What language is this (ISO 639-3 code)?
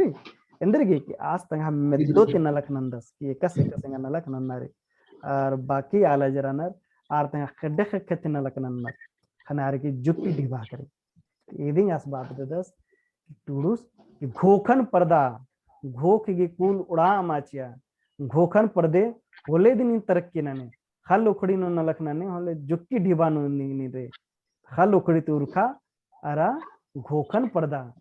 kru